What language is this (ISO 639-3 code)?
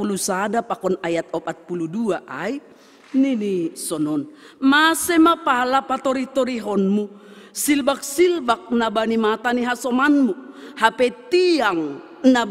bts